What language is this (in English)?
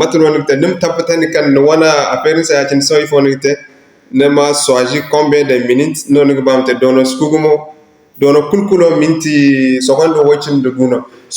Zarma